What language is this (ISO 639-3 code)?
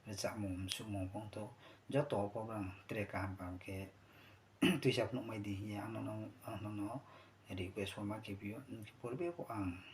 ria